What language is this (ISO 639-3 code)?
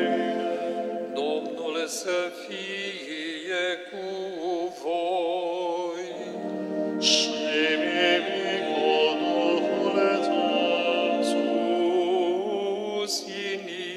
ron